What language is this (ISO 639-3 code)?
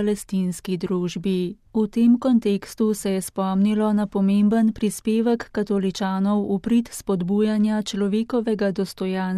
slv